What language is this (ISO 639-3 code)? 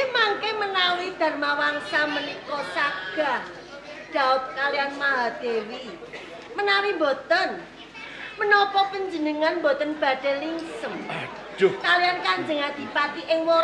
jav